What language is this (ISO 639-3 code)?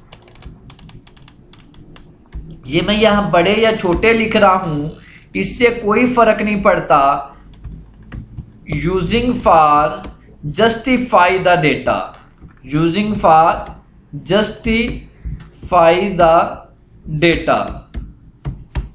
hin